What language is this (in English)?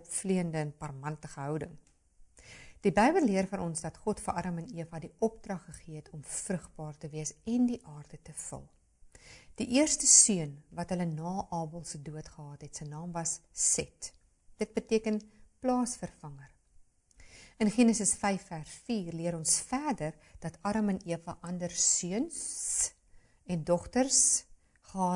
Afrikaans